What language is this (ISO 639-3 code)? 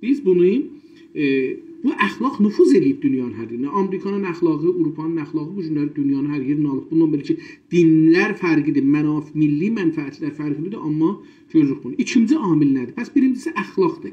azb